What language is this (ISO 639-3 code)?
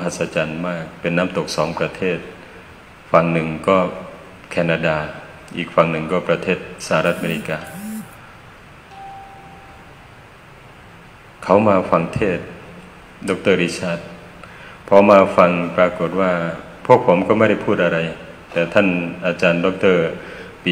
tha